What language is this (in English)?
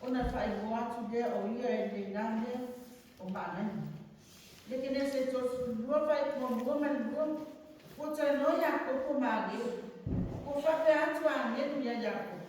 Samoan